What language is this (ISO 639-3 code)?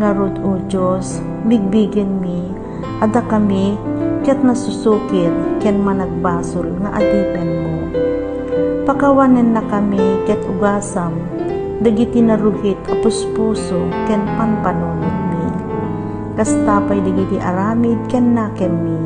ilo